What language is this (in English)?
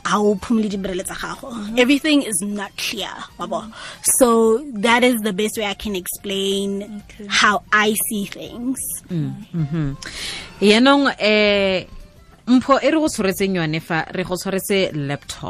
Tswana